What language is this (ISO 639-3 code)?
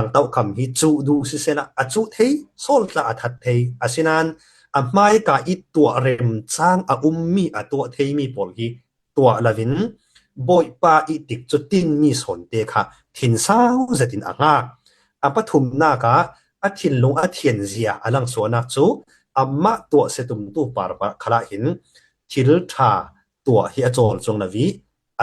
cfm